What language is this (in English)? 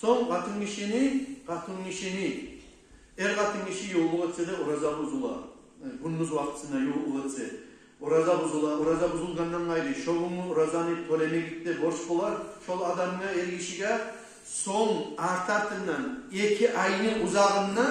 Kumyk